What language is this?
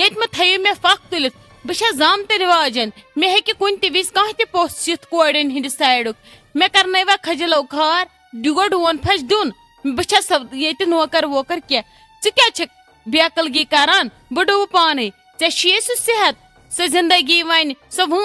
Kashmiri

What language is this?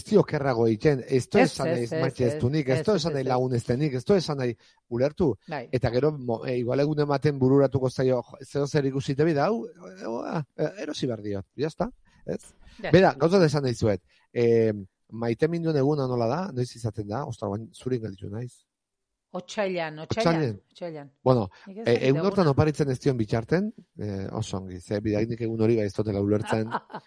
Basque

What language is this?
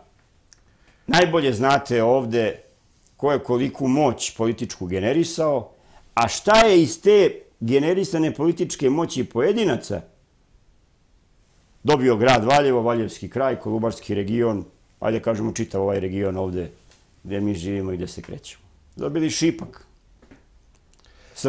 Serbian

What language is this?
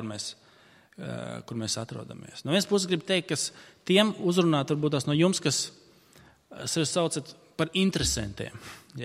Latvian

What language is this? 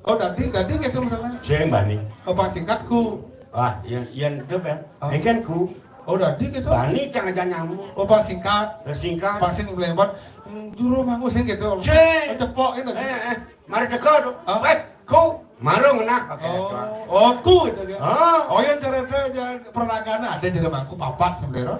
Balinese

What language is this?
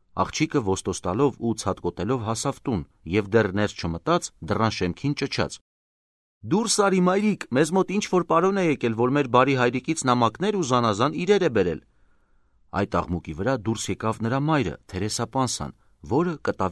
Armenian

